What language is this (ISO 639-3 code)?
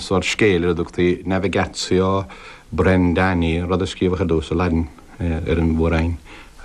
gle